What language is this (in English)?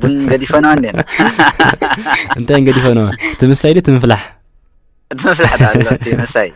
Tigrinya